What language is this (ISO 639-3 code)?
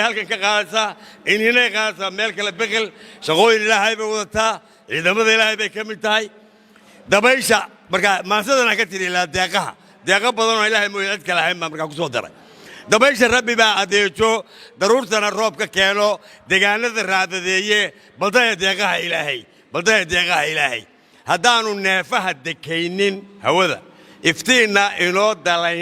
som